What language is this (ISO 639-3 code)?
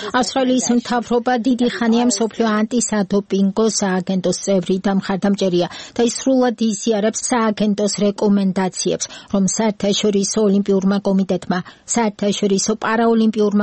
kat